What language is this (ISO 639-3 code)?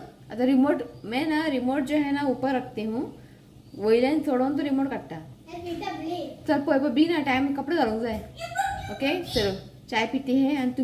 kok